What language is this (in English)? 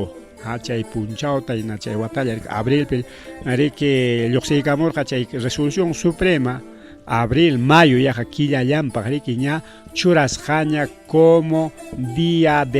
Ayacucho Quechua